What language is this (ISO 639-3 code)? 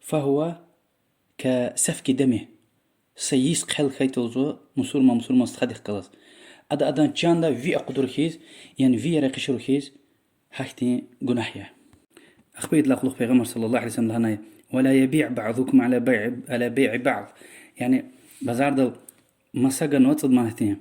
lez